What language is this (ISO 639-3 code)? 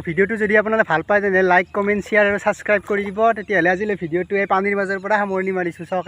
asm